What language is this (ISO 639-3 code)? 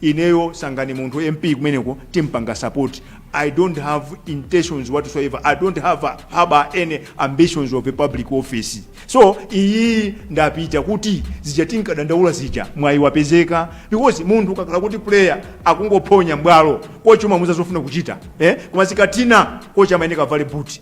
nya